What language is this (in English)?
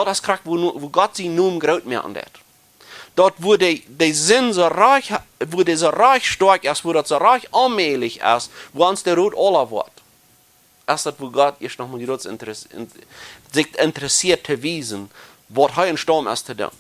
Plautdietsch